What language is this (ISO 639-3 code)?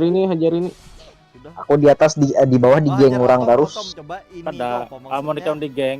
bjn